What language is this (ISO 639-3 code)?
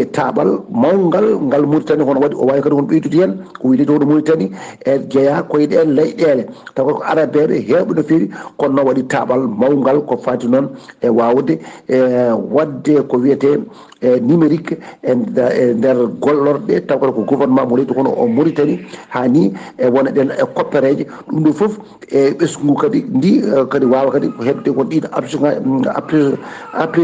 ful